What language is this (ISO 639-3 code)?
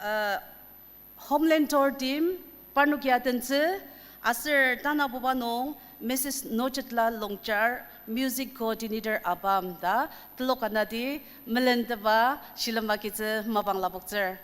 njo